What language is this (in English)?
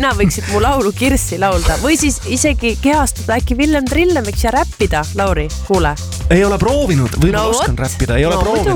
Estonian